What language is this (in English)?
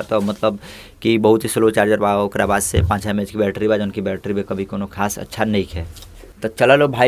Bhojpuri